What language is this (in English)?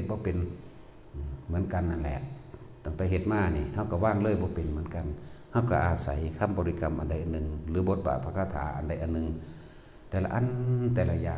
Northeastern Thai